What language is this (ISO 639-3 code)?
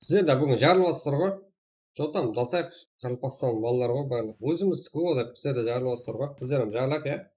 kaa